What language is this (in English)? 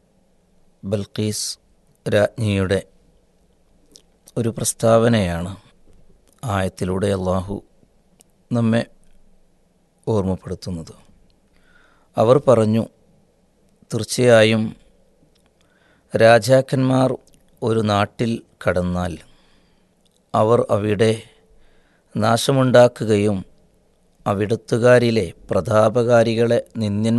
Malayalam